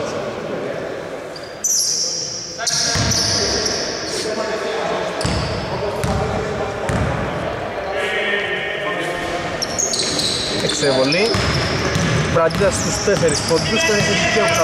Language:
Greek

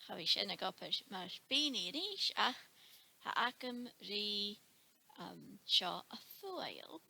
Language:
Scottish Gaelic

